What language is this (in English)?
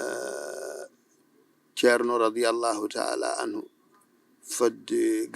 Fula